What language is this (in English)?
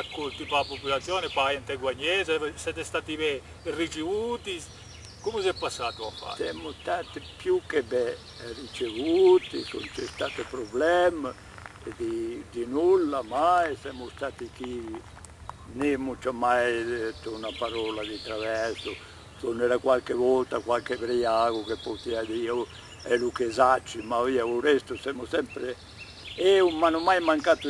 Corsican